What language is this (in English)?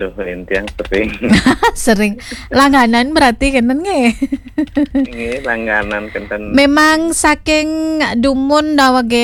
Balinese